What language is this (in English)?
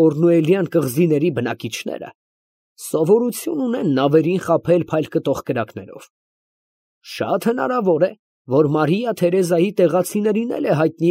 Armenian